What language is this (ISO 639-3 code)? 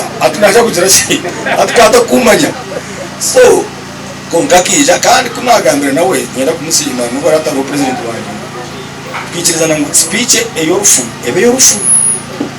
nyn